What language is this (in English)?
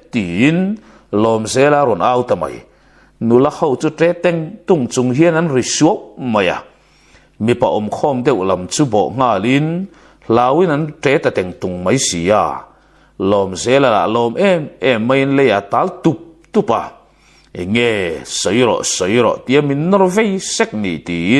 Mizo